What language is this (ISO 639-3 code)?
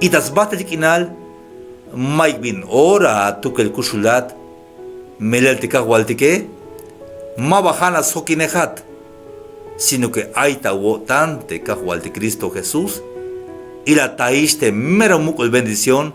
tzh